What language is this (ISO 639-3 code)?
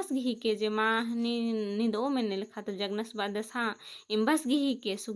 kru